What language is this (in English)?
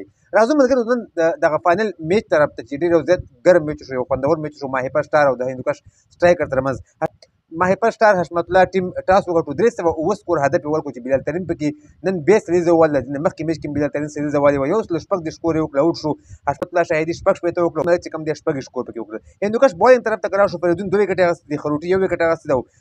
Pashto